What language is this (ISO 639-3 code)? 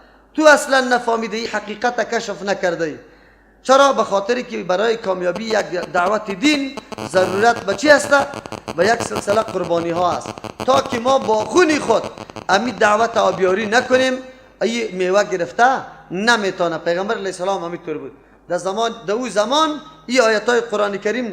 fas